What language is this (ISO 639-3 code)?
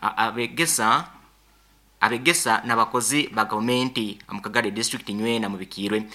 nyn